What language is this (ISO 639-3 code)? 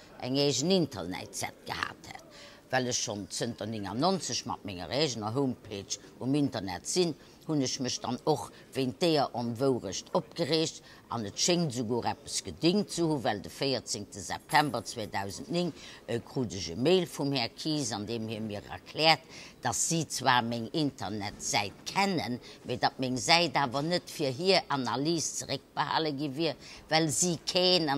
ltz